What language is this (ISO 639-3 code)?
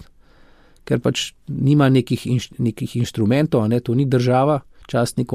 slv